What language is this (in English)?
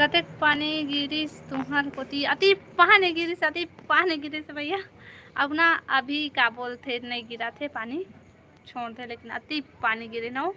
Chhattisgarhi